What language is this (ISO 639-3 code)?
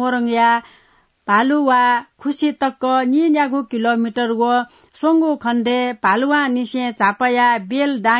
new